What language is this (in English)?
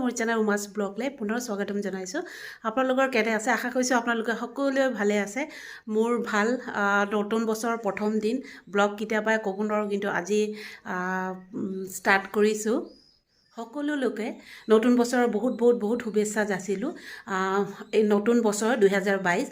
Assamese